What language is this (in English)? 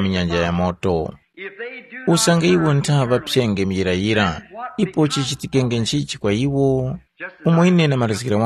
Tumbuka